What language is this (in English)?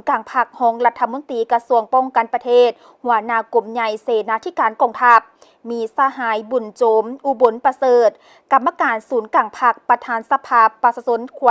Lao